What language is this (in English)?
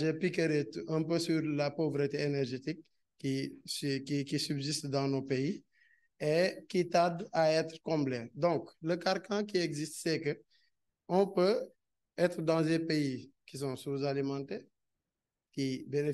French